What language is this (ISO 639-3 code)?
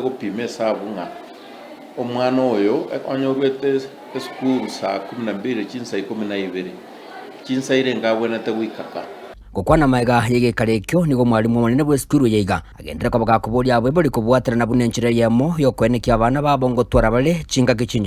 guz